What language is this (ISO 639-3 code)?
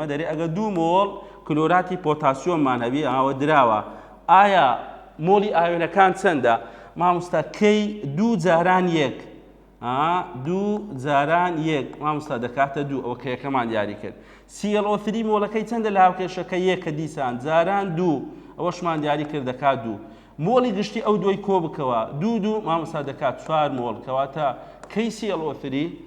ckb